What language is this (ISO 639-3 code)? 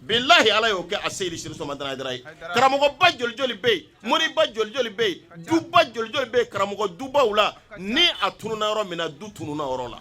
bam